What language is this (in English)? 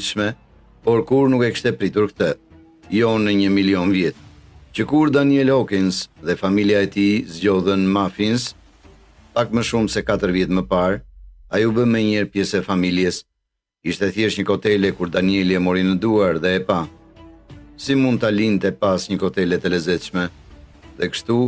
Albanian